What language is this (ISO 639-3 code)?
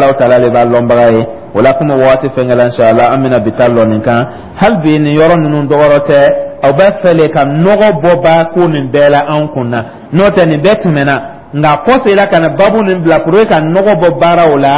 dyu